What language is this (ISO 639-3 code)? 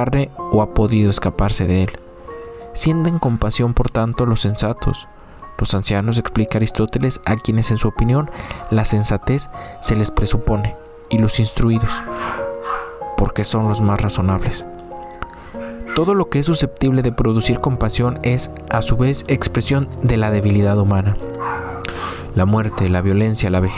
spa